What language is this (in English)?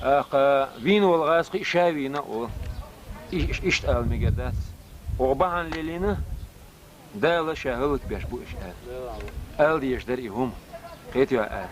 Chechen